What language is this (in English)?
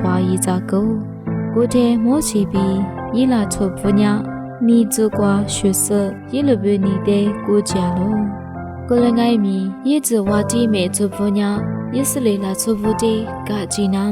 Lisu